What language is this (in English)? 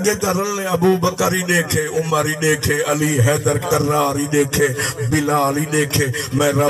Saraiki